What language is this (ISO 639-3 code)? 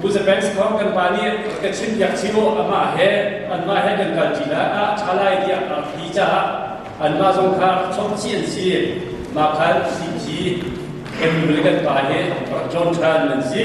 cnh